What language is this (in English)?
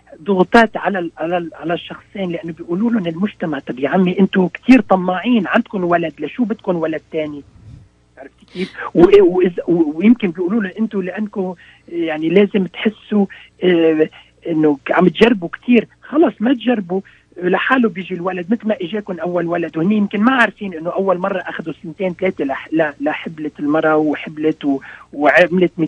North Levantine Arabic